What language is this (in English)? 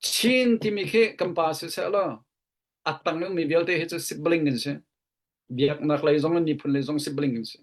Hakha Chin